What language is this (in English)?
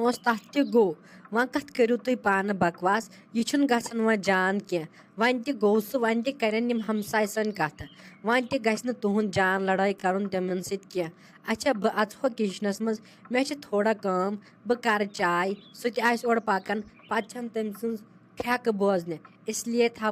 Kashmiri